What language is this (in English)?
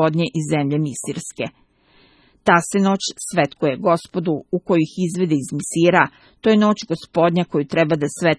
Serbian